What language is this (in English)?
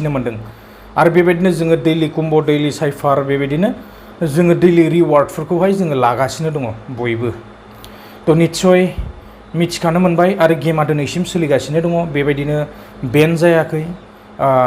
Bodo